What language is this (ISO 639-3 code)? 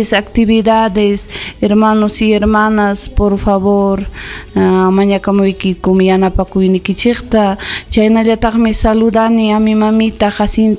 quy